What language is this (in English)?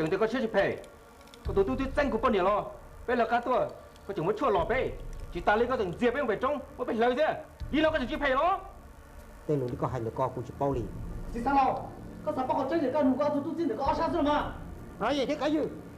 Hmong